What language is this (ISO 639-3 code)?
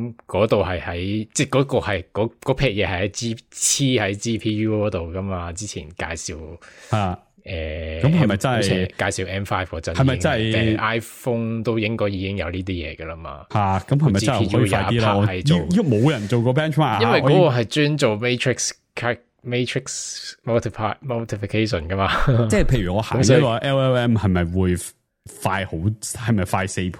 yue